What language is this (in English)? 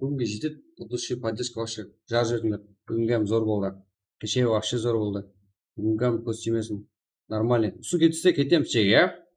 Kara-Kalpak